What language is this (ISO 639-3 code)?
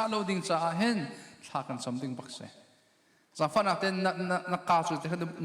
cnh